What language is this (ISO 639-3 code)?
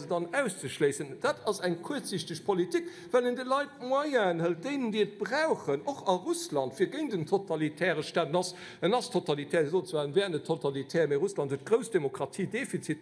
ltz